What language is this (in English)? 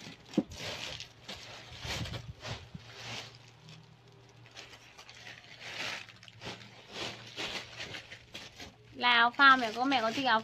Vietnamese